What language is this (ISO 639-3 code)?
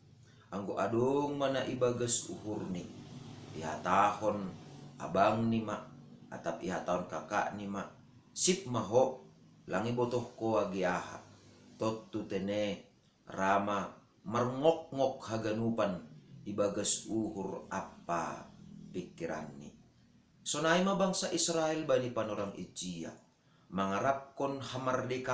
bts